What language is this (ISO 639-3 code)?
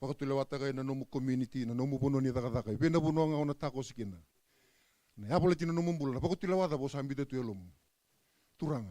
fij